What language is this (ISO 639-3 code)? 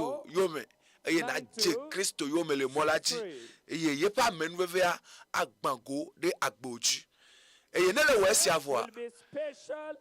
ewe